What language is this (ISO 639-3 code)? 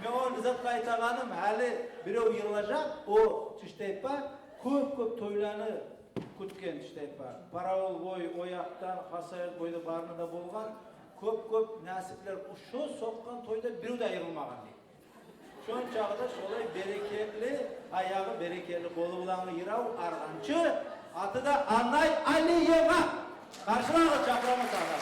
kum